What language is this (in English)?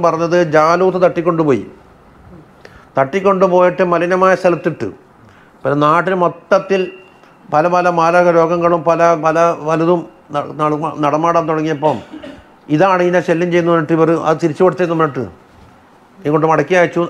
Malayalam